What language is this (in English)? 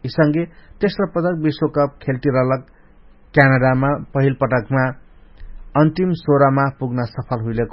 Dangaura Tharu